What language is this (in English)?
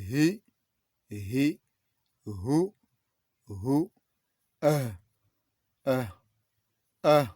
Fula